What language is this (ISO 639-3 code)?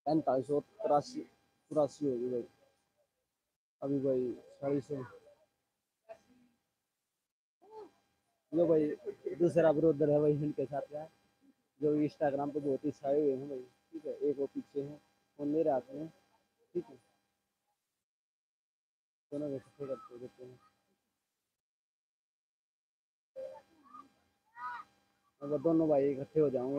hin